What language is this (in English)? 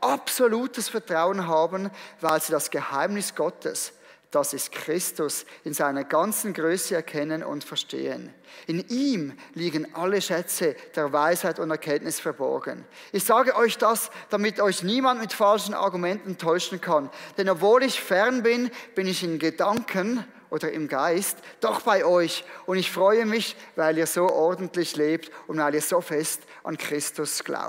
Swiss German